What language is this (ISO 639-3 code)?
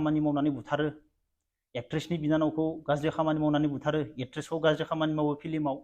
brx